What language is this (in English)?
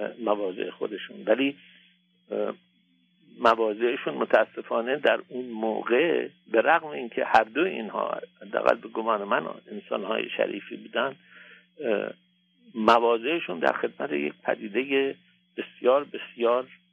Persian